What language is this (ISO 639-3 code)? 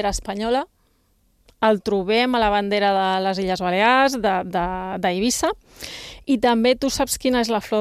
cat